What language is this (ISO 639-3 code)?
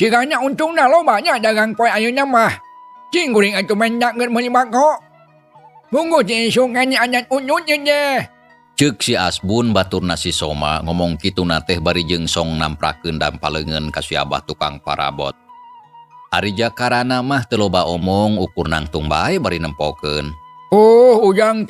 sun